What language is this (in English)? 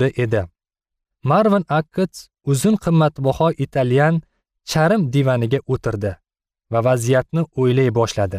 Uzbek